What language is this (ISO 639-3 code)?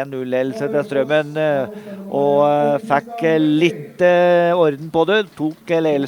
nor